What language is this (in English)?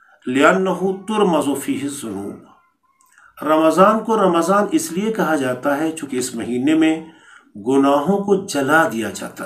Urdu